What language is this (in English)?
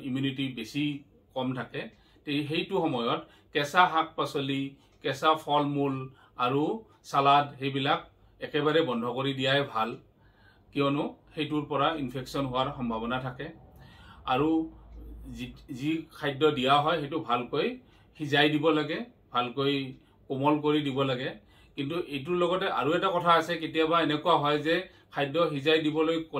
Assamese